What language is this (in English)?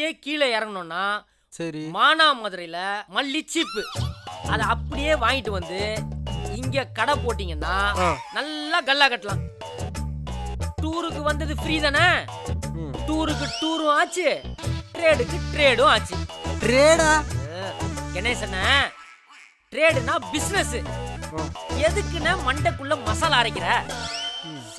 Tamil